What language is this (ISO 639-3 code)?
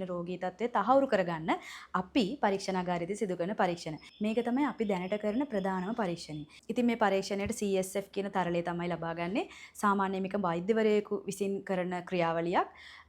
sin